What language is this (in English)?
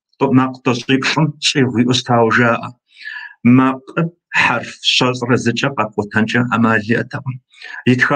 Kabardian